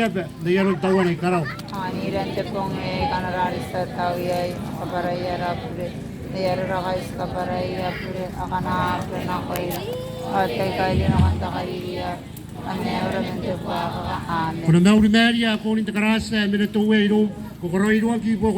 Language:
Gilbertese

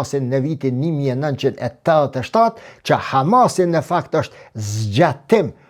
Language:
Albanian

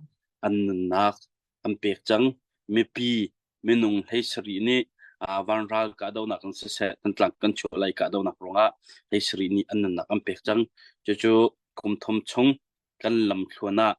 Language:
Hakha Chin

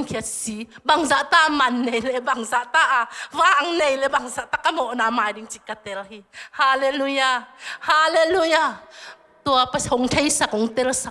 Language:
Tedim Chin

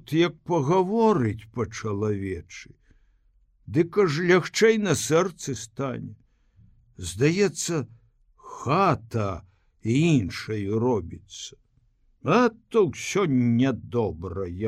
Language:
Belarusian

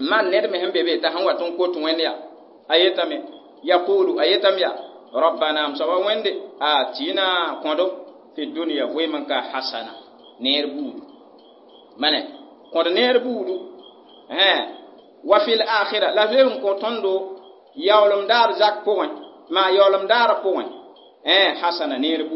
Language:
Mossi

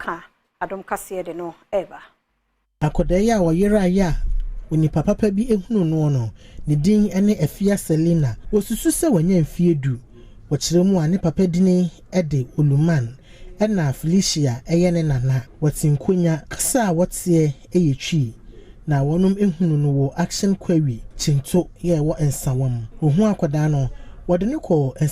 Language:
Akan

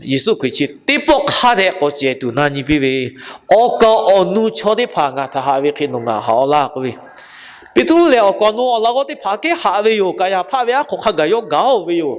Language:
Lahu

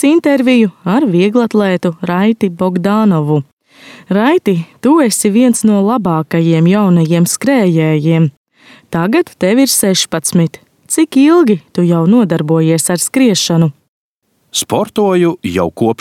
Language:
Latvian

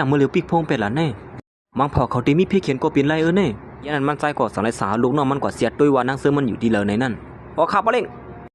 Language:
Shan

